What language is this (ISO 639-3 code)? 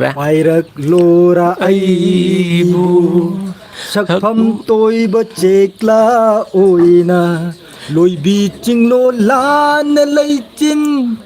mni